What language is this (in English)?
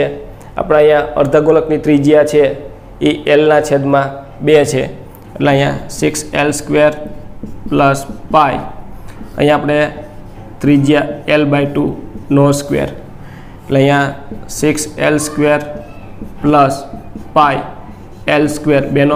Gujarati